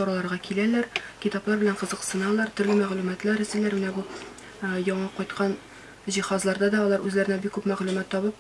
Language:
Tatar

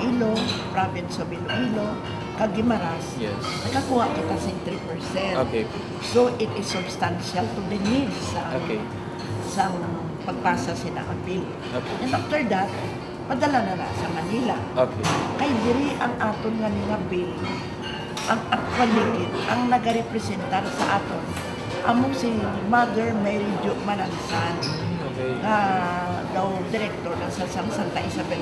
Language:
Hiligaynon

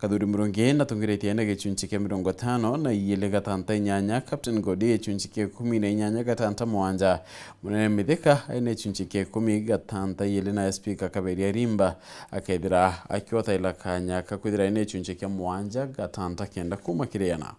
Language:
Meru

